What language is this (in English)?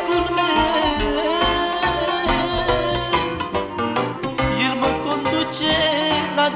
Romanian